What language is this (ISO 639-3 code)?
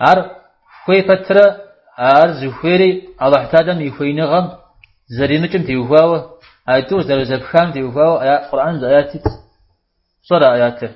kbd